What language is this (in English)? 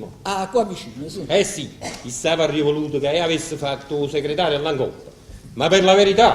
Neapolitan